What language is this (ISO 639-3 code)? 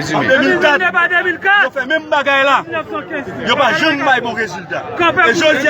hat